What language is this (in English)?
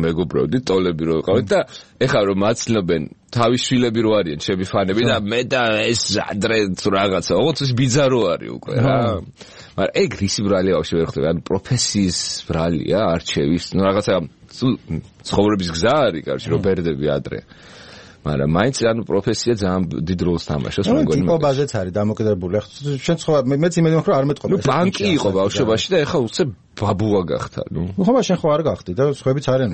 Georgian